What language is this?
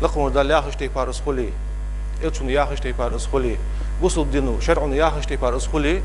Ingush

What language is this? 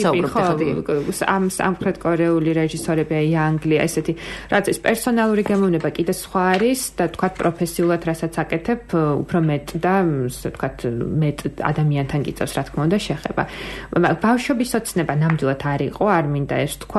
Georgian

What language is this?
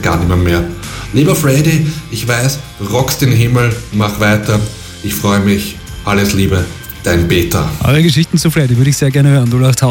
German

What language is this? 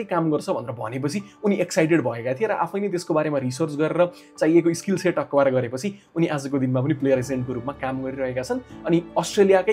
Nepali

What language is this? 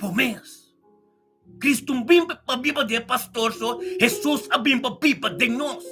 Papiamento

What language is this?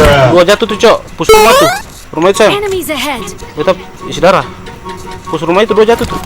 Ambonese Malay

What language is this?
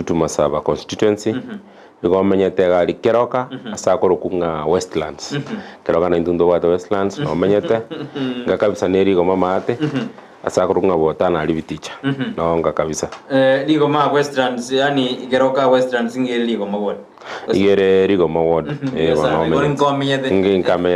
Gusii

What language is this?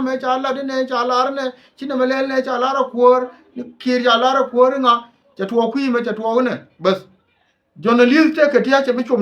Nuer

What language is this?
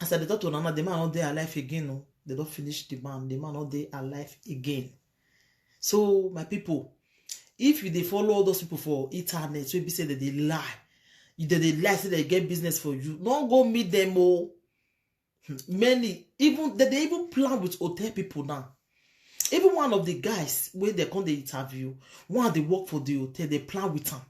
Nigerian Pidgin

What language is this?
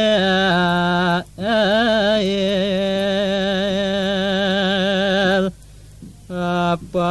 Balinese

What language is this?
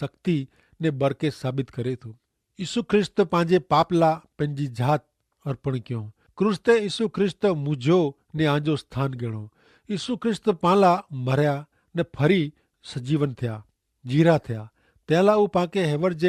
Kachhi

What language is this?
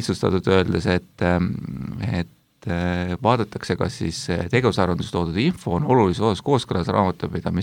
Estonian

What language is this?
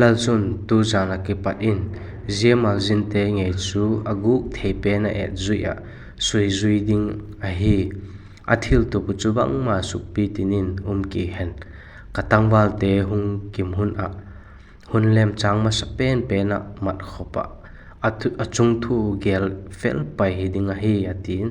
Vaiphei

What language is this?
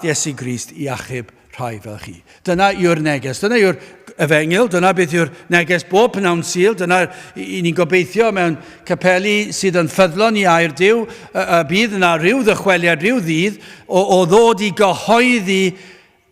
Welsh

